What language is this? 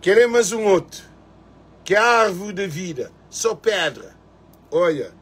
Kabuverdianu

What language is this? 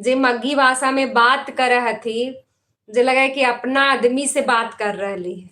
Magahi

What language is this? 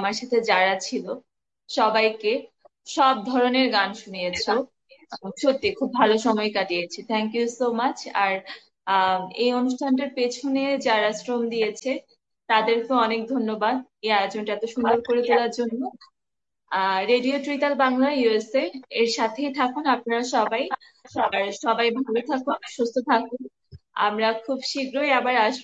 Bangla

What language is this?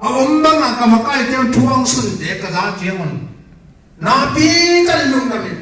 Tedim Chin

